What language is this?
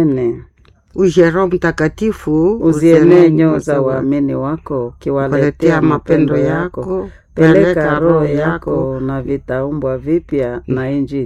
Swahili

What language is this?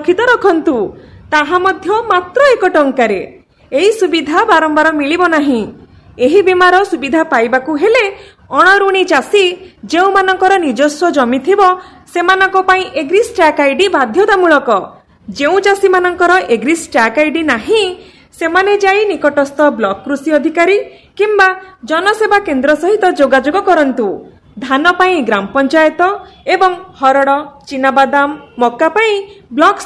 Odia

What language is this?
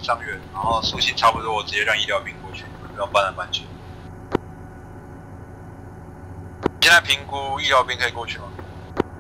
Chinese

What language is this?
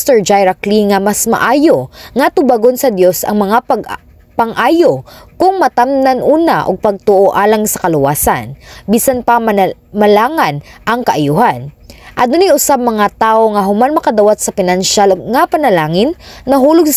Cebuano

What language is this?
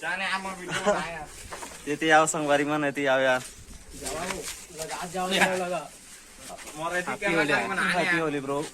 Chhattisgarhi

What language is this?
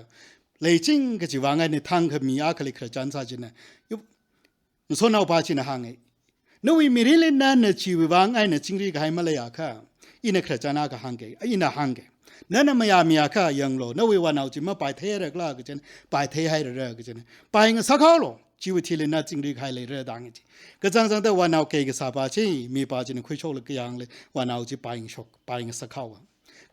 Tangkhul Naga (India)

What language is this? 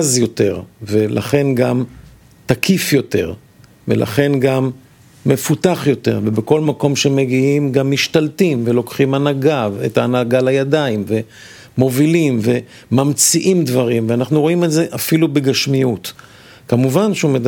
Hebrew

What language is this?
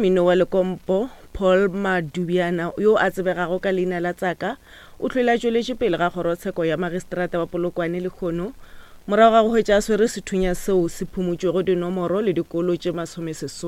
Northern Sotho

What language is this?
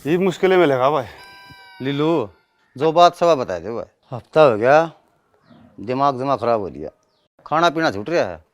Haryanvi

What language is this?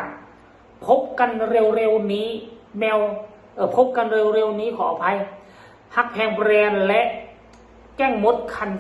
Northeastern Thai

